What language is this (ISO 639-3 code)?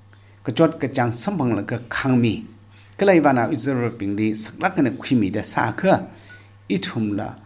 nmf